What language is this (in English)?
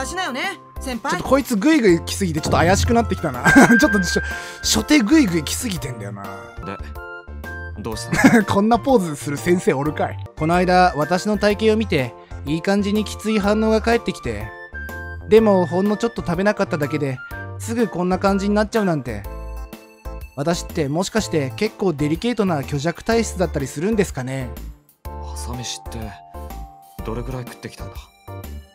Japanese